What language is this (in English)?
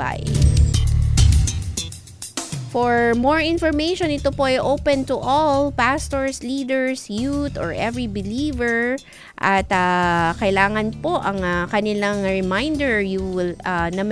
Filipino